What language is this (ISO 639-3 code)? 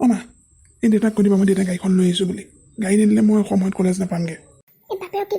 asm